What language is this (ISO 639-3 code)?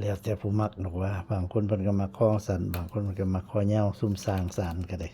tts